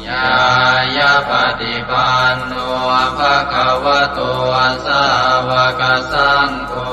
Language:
Pali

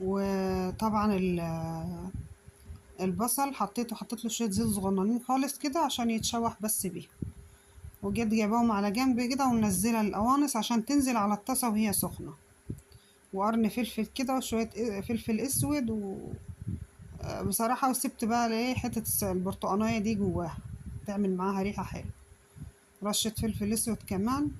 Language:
Egyptian Arabic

